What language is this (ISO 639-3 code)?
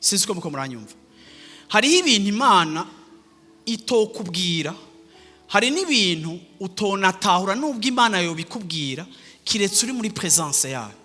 run